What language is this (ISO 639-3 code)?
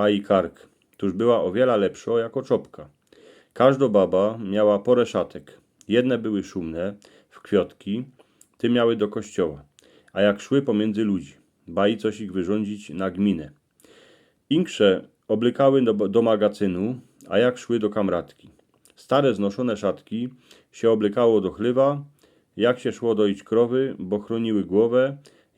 szl